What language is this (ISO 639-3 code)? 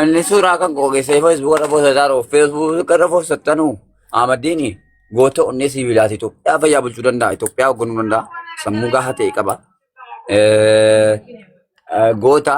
orm